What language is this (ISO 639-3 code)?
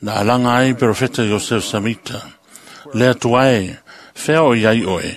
smo